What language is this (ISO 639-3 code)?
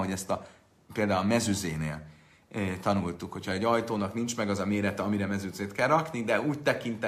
hun